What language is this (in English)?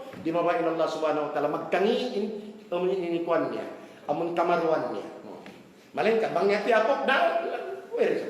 Tausug